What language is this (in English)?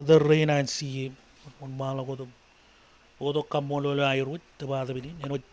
Marshallese